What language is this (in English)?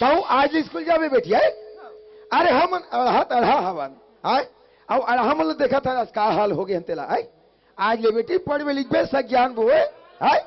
Chhattisgarhi